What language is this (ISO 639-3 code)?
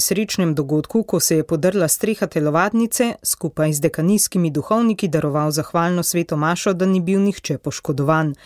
slv